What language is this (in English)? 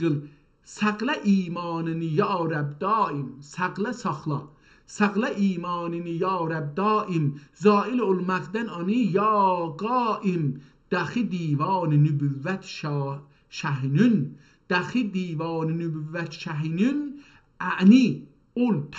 South Azerbaijani